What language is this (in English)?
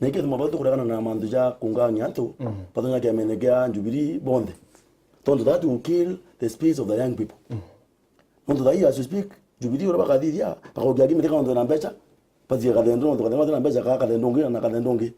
Meru